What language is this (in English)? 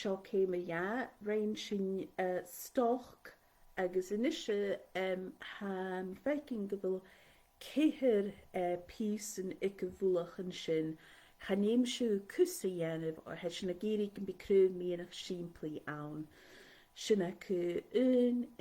Scottish Gaelic